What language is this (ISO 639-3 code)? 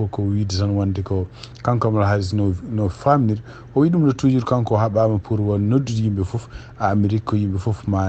ful